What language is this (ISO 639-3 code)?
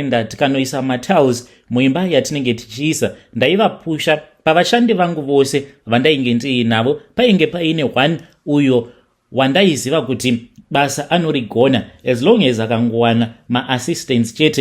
sna